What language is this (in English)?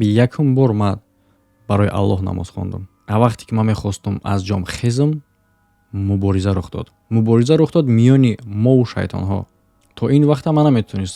Tajik